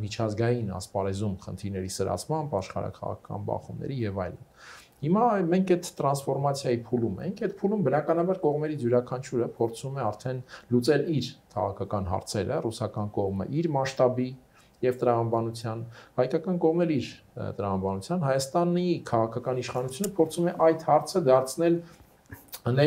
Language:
Armenian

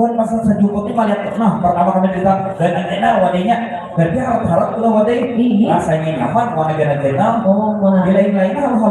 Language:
Banjar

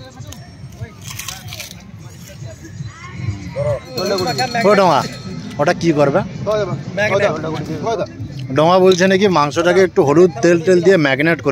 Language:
Bangla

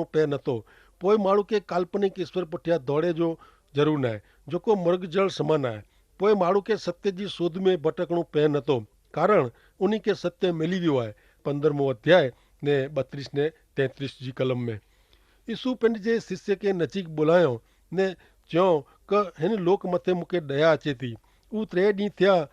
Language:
Kachhi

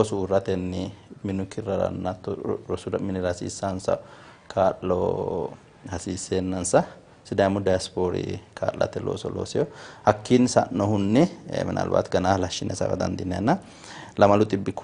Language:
Sidamo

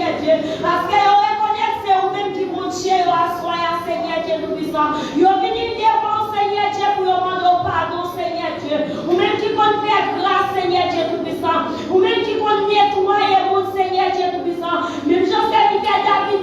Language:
Haitian Creole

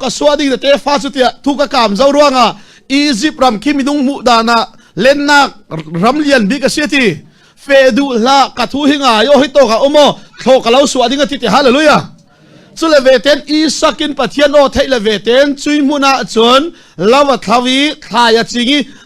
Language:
Falam Chin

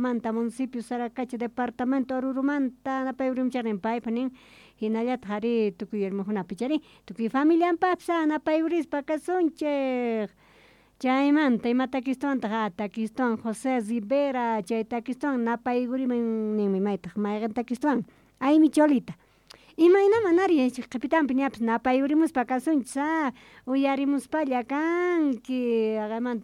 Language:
South Bolivian Quechua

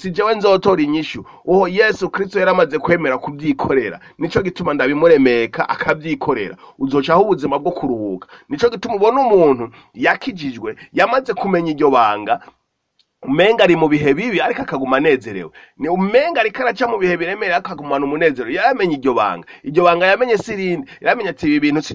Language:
Rundi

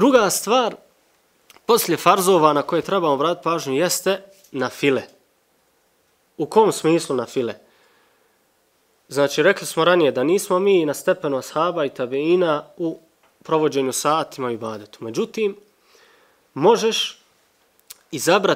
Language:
Bosnian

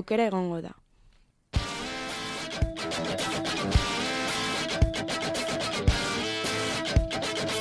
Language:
Basque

